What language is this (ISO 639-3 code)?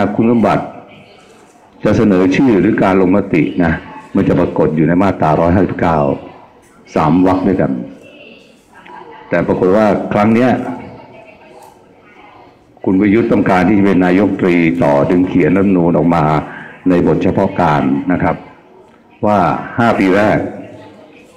tha